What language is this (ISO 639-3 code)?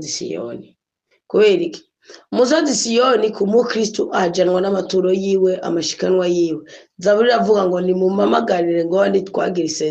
run